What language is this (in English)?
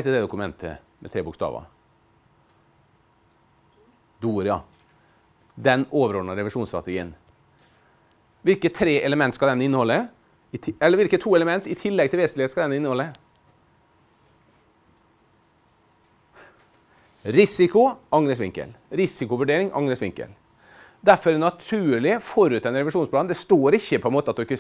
Norwegian